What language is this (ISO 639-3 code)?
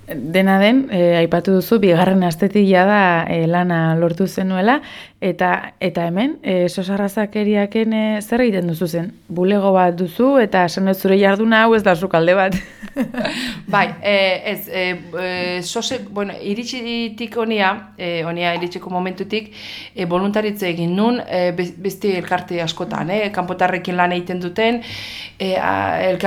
eus